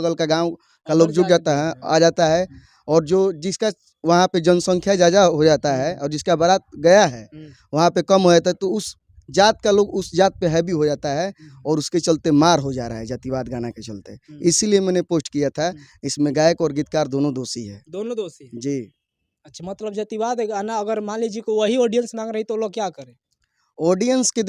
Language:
Bhojpuri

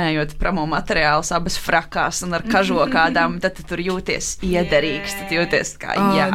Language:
Latvian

